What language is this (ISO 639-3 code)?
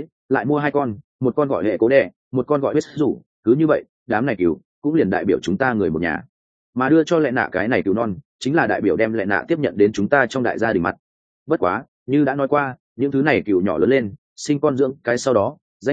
vie